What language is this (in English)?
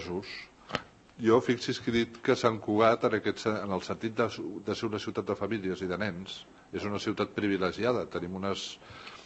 Catalan